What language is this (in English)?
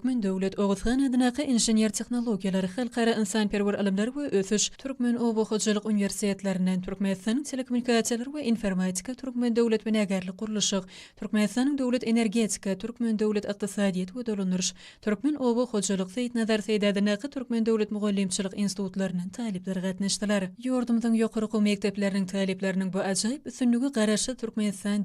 Turkmen